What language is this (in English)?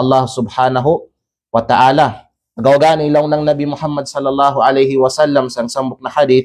Kalagan